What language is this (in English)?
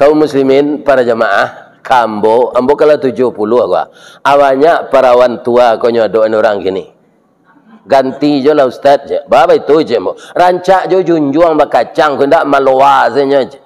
Minangkabau